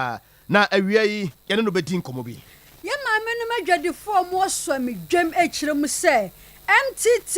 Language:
Akan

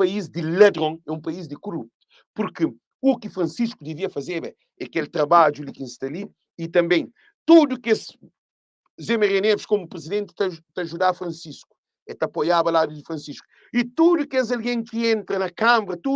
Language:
Kabuverdianu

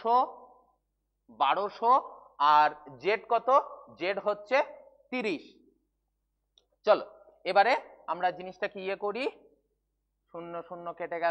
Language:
Bangla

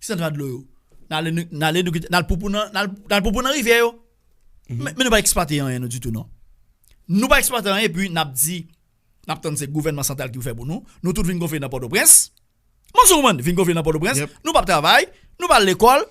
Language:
Haitian Creole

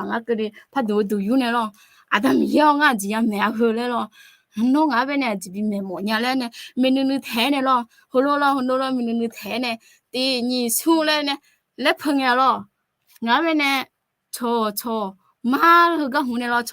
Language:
Akha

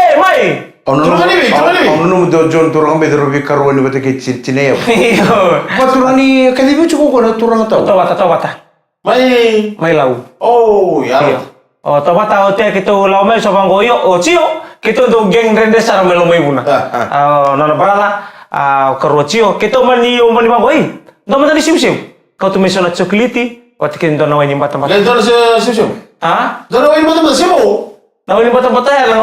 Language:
Fijian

